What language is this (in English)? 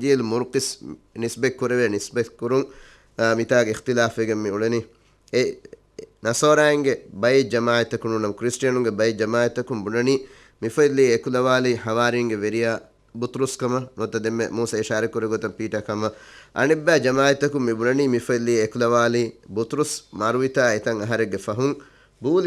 Divehi